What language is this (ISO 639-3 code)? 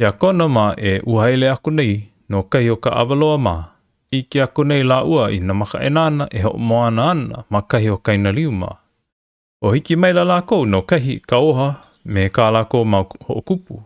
haw